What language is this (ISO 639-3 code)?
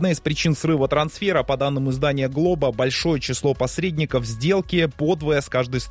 rus